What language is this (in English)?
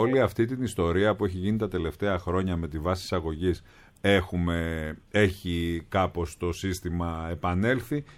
Greek